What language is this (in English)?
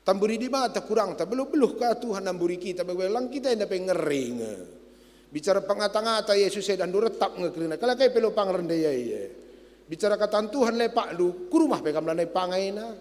Batak Karo